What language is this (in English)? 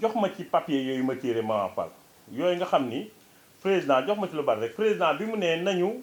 Wolof